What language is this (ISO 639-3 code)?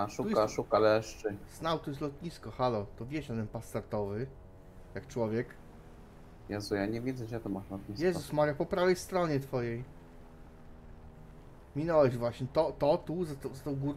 pol